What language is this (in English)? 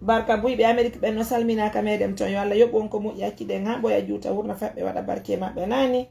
Fula